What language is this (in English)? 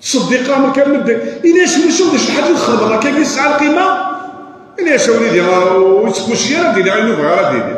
Kabyle